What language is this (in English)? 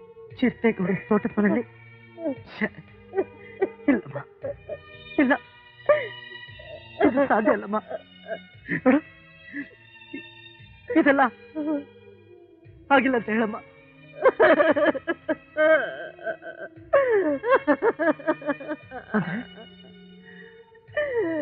Kannada